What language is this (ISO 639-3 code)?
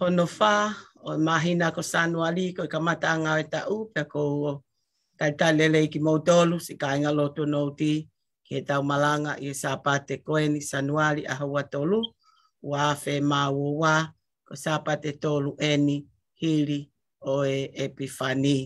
ton